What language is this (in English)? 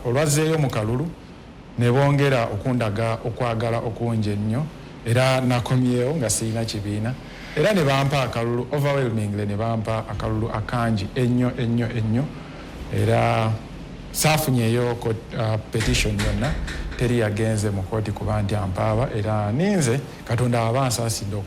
Ganda